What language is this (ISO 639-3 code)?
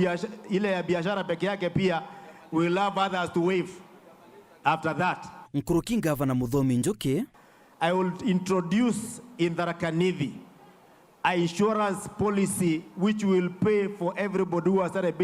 mer